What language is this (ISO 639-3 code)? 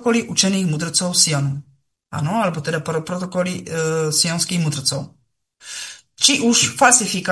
slk